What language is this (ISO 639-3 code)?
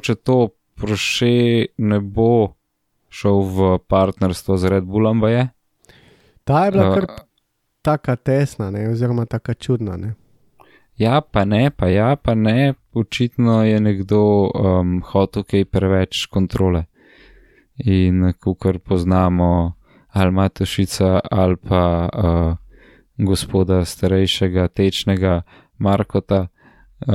slv